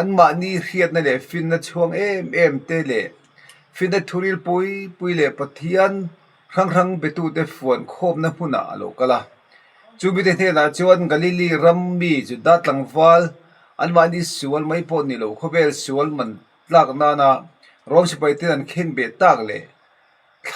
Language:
Mizo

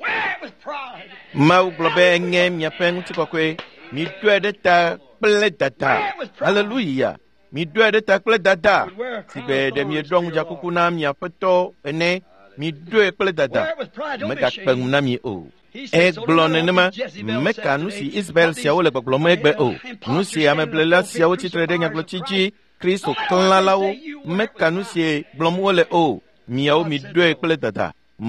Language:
Ewe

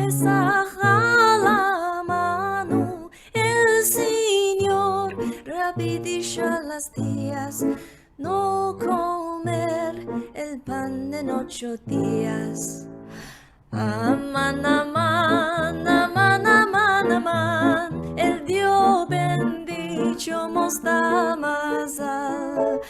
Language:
Ladino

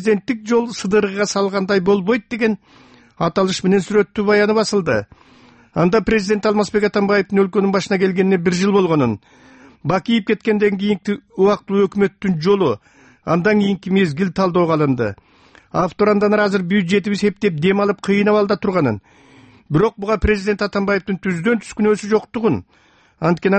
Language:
Kyrgyz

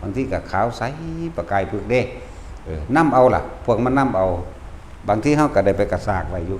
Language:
Lao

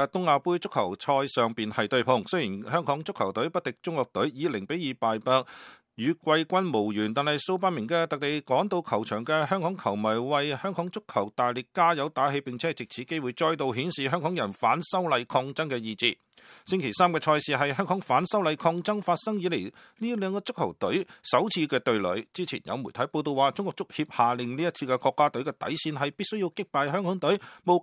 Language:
Cantonese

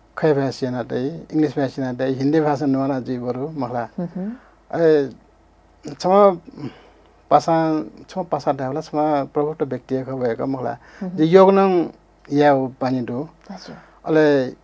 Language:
Newari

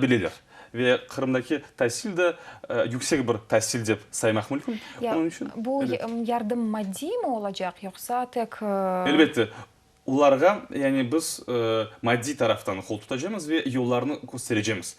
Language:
Crimean Tatar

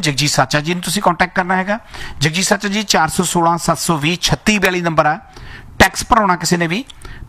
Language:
Punjabi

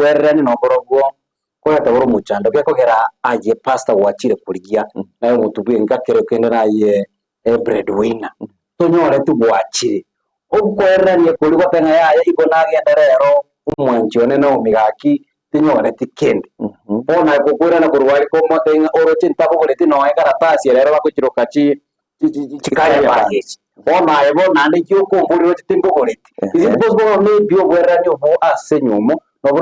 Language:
Gusii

